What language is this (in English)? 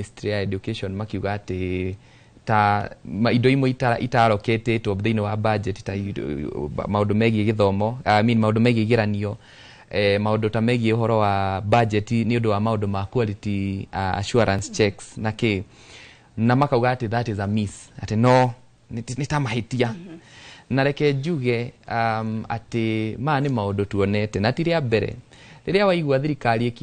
Kikuyu